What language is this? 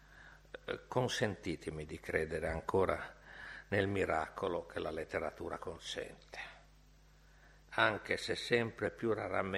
Italian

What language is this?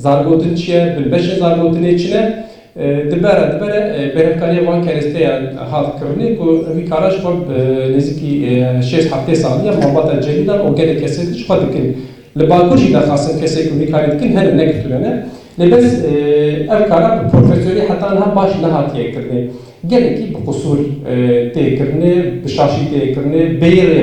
Kurdish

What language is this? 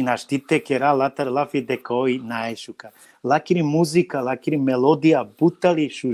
Balkan Romani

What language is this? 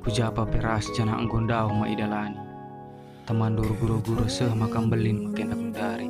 Batak Karo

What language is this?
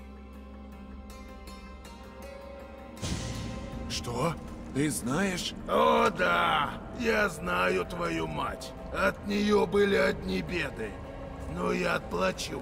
Russian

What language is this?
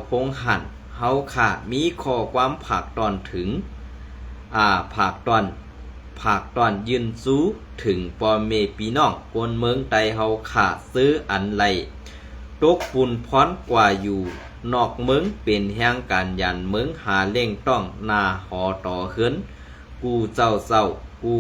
Shan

